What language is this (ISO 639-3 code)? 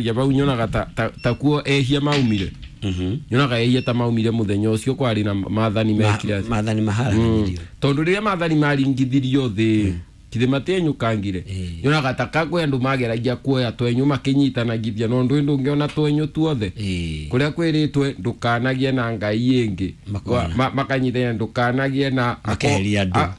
kik